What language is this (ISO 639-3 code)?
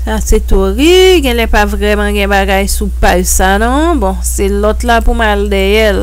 hat